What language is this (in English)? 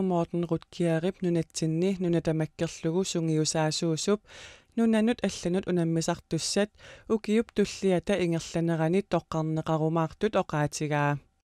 Kalaallisut